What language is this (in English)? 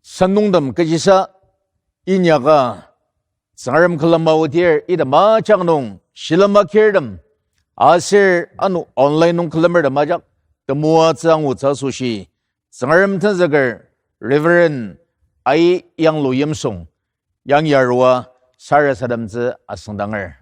Ao Naga